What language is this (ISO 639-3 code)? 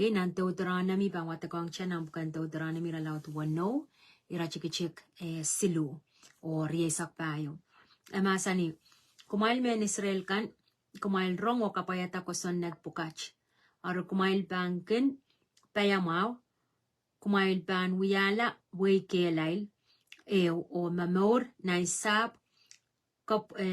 pon